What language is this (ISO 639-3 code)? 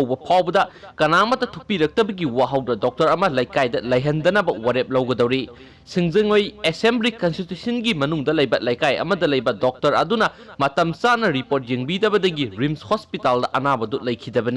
mni